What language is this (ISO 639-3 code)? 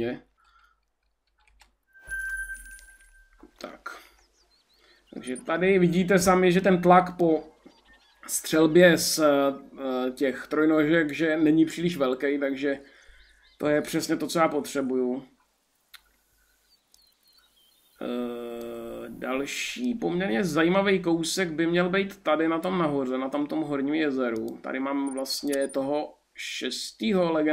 ces